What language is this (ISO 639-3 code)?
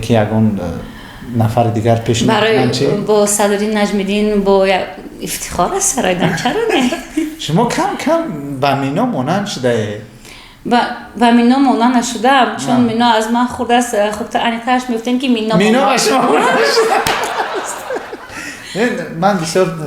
tgk